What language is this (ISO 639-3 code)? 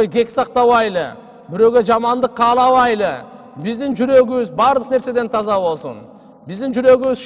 kir